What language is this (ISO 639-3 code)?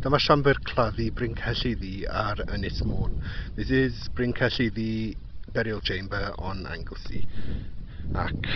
cym